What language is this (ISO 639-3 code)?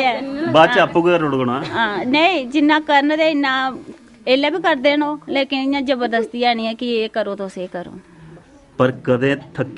doi